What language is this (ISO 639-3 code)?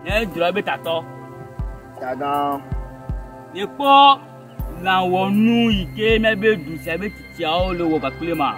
ewe